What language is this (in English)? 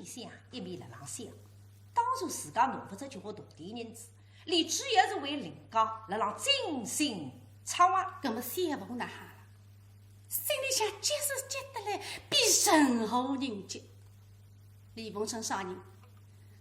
Wu Chinese